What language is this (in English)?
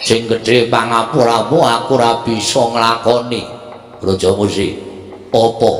Javanese